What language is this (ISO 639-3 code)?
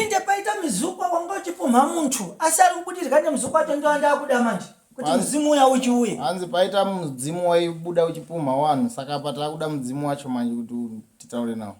sna